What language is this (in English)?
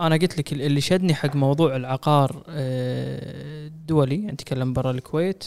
Gulf Arabic